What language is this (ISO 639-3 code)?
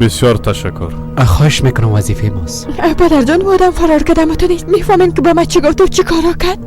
fas